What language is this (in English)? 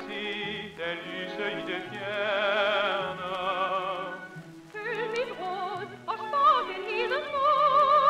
Danish